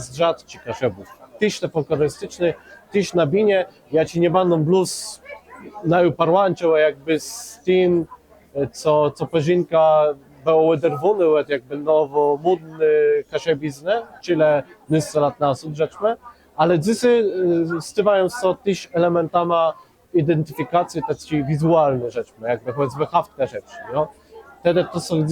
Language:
Kashubian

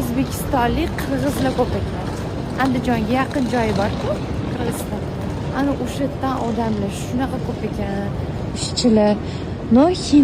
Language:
Uzbek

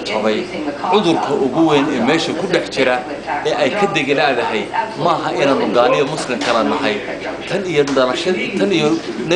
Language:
Somali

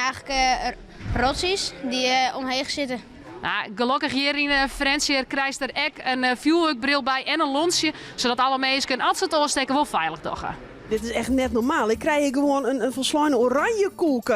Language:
Western Frisian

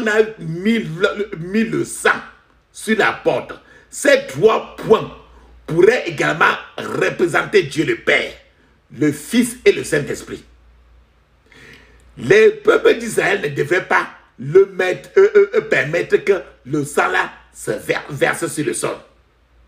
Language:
French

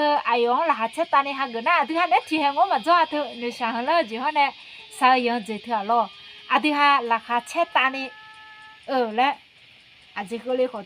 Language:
Akha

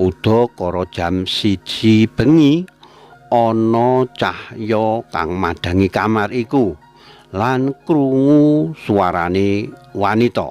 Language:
Javanese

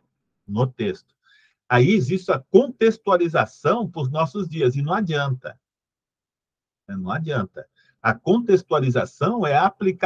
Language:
Portuguese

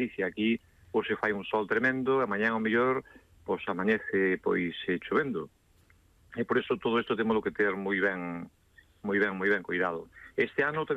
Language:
Galician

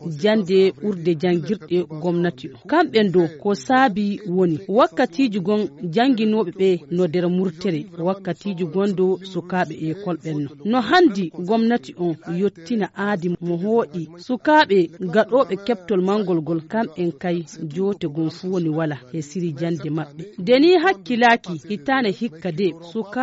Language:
Fula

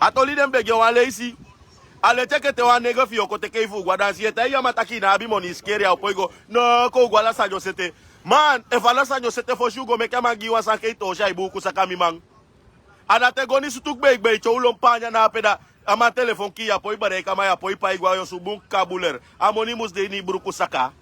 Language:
Sranan Tongo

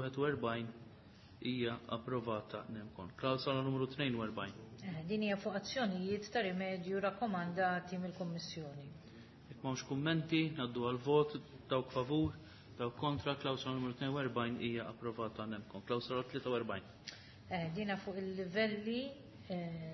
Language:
Maltese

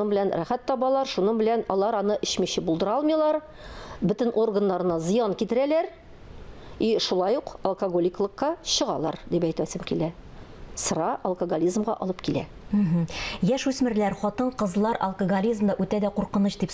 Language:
Tatar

